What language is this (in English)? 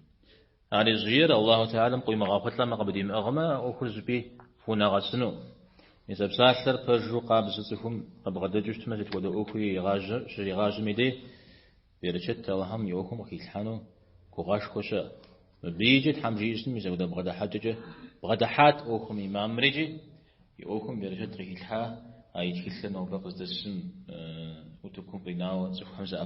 Kabardian